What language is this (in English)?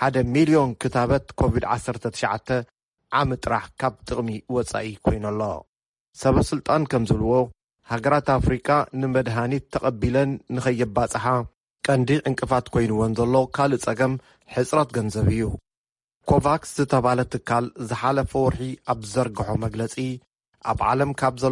Tigrinya